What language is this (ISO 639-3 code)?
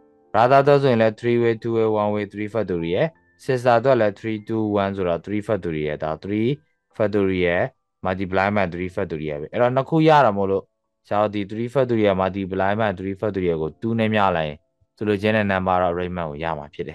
mya